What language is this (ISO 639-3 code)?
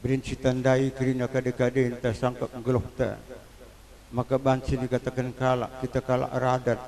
btx